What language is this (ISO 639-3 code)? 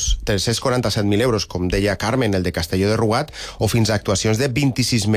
cat